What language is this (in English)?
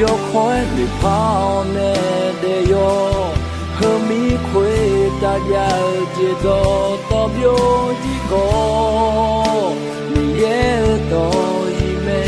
Akha